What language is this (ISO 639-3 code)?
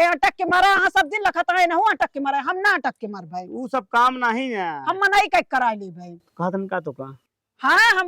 awa